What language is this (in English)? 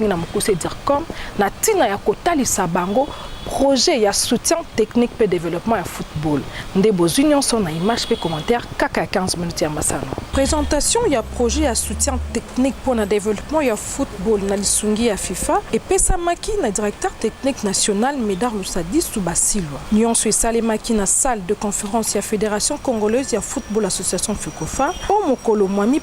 Lingala